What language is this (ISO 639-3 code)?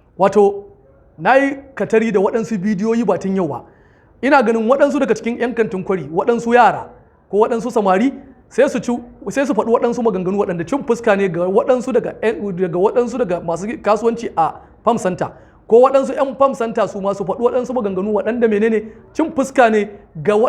hau